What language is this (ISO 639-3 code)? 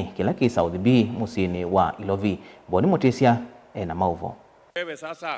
kam